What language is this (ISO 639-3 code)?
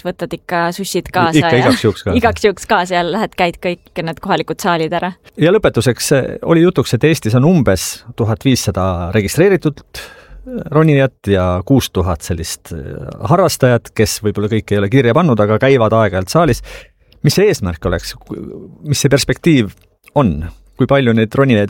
est